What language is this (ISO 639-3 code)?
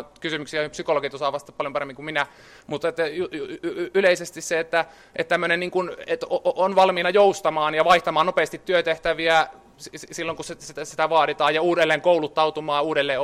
fin